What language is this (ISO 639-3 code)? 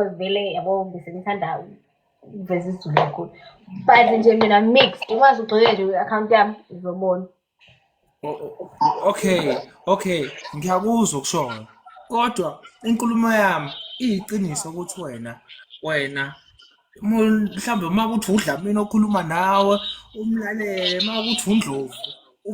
zul